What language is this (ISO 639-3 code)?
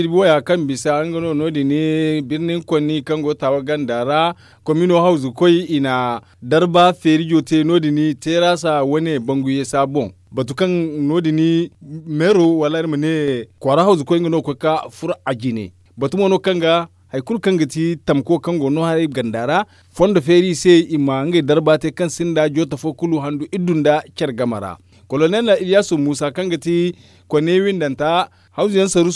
dje